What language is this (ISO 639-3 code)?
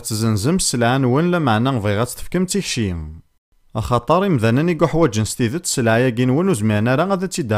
kab